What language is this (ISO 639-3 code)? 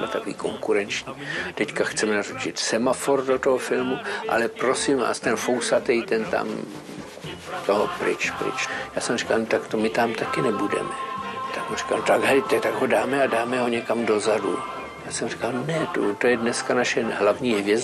ces